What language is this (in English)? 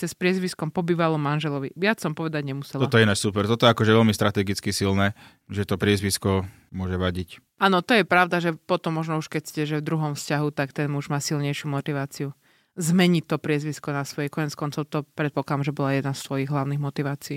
Slovak